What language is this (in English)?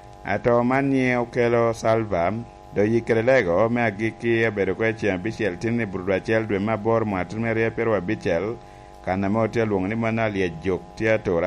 Lango (Uganda)